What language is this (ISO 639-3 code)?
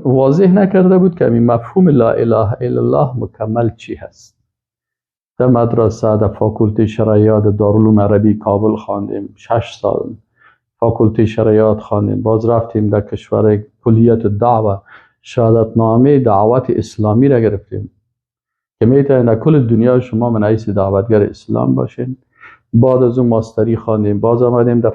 fas